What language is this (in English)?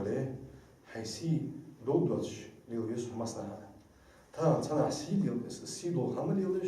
Ingush